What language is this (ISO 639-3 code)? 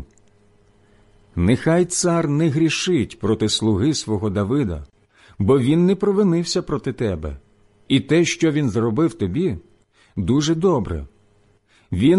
ukr